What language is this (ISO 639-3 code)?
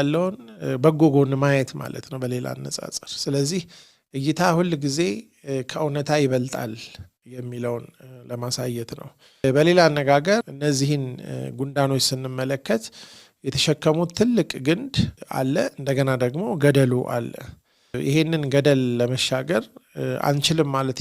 amh